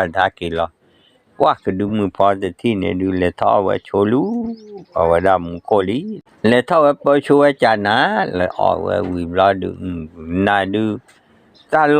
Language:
S'gaw Karen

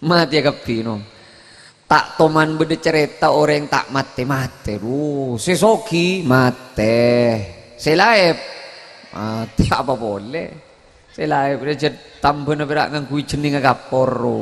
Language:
Madurese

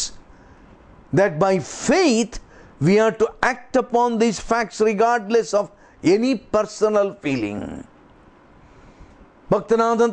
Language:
Kannada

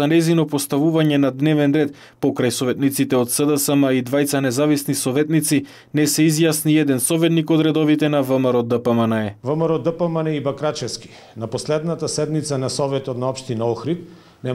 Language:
Macedonian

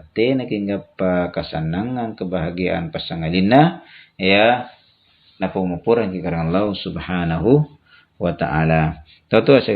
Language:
Makasar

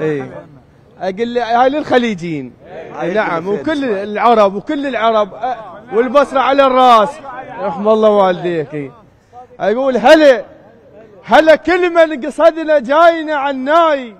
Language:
Mesopotamian Arabic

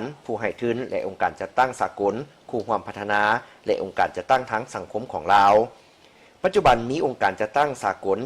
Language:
Lao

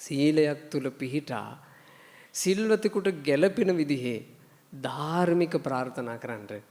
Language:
Sinhala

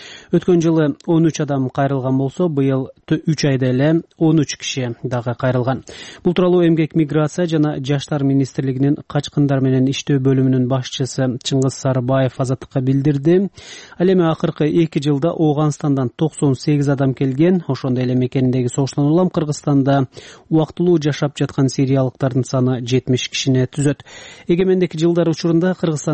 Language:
Kyrgyz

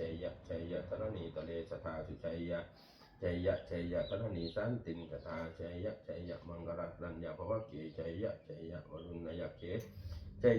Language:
Pali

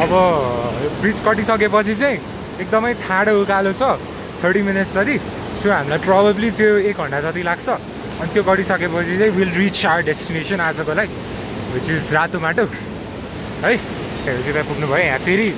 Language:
Nepali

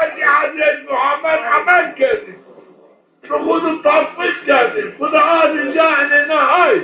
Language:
Zaza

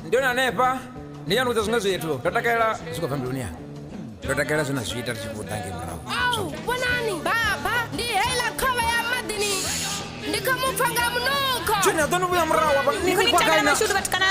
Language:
Venda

